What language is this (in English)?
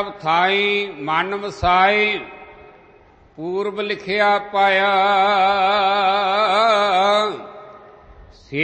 Punjabi